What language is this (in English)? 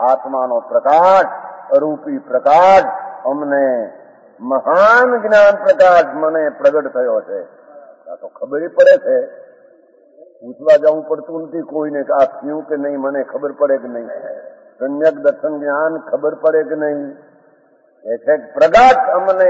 Gujarati